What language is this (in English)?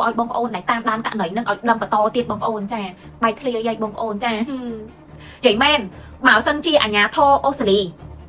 Khmer